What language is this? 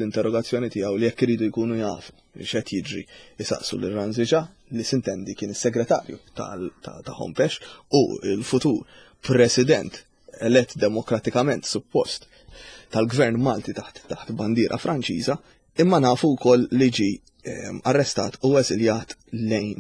Maltese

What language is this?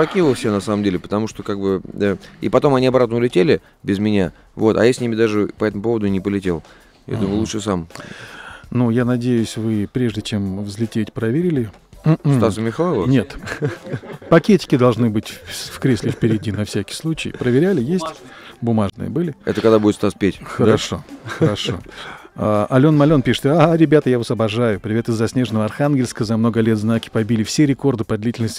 Russian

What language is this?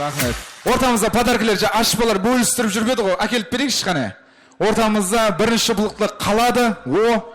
Kara-Kalpak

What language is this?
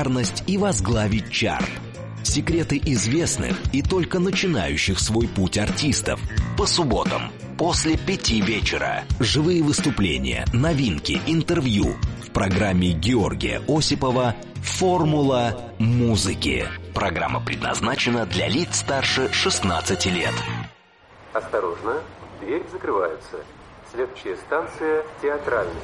Russian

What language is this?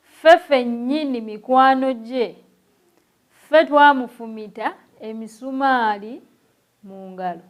Ganda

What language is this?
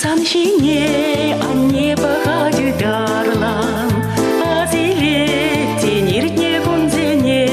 Chuvash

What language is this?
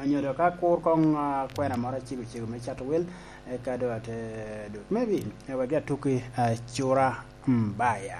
Lango (Uganda)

